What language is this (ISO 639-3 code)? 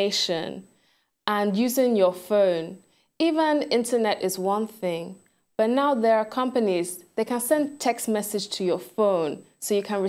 pcm